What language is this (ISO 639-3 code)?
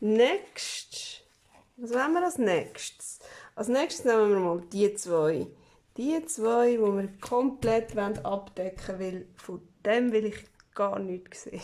gsw